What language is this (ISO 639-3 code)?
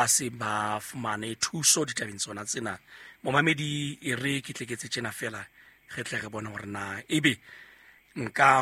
sot